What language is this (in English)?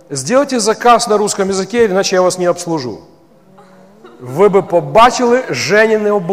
Ukrainian